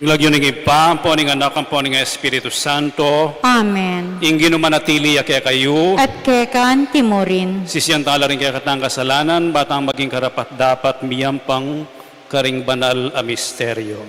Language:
Pampanga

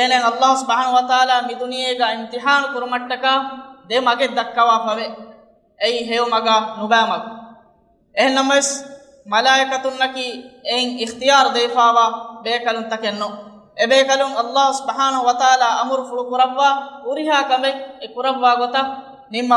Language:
Divehi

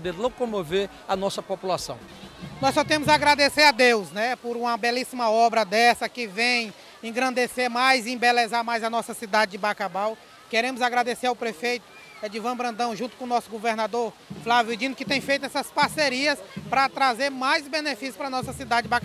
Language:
Portuguese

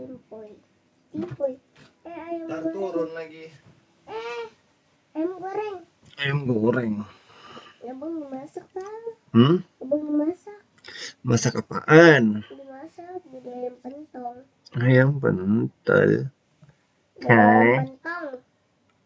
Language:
Betawi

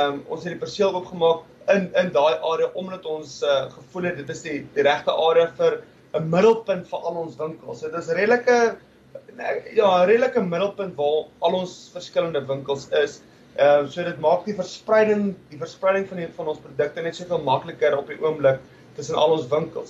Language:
Afrikaans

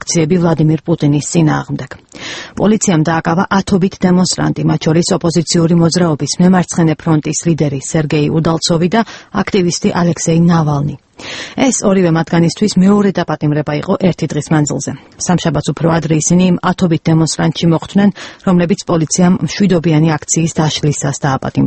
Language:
Georgian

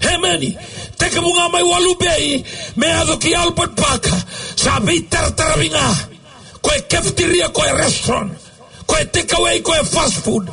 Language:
Fijian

